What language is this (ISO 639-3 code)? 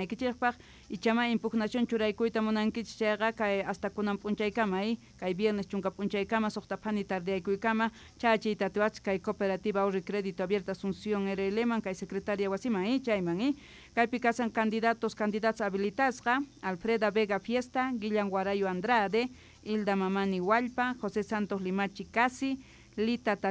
quh